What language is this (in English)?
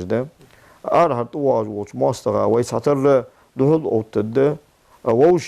Ingush